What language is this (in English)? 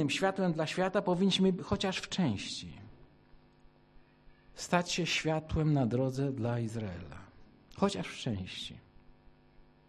Polish